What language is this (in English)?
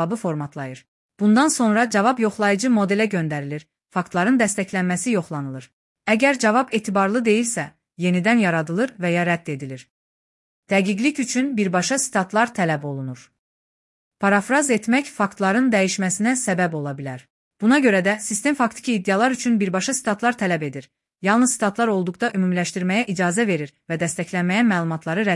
Azerbaijani